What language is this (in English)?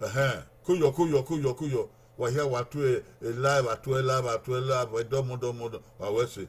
Bini